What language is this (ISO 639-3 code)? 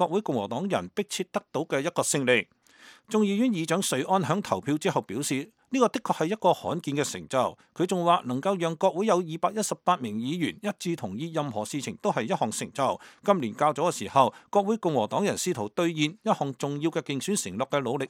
yue